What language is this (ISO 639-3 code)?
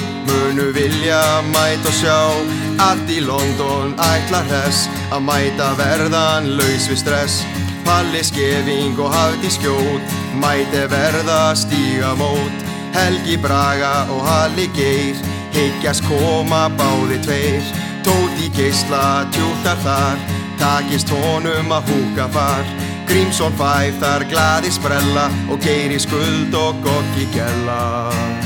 isl